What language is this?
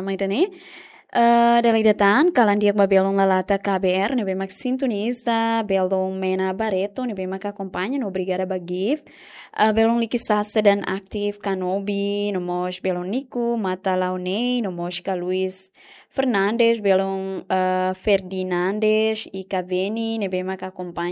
Tetum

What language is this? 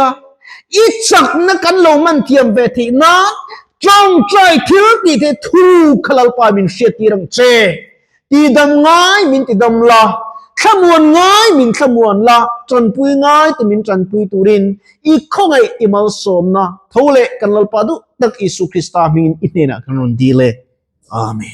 Mizo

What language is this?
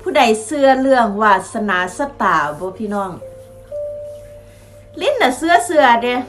Northeastern Thai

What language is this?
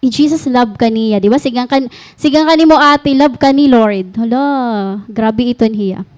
Waray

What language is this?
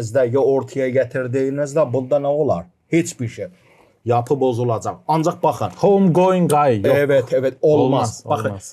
Gagauz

